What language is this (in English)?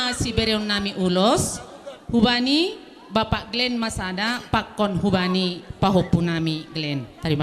Batak Simalungun